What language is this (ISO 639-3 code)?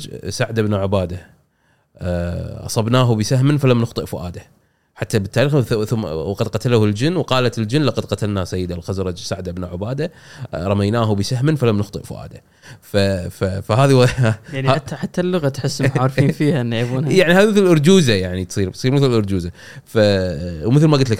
afb